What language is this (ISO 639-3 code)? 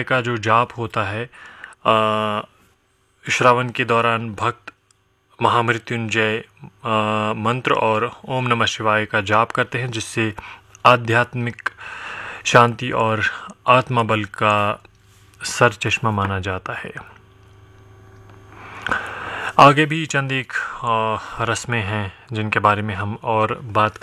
hin